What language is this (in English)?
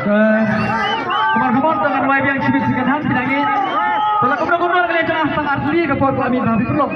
Khasi